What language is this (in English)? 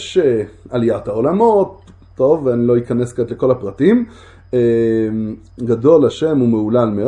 Hebrew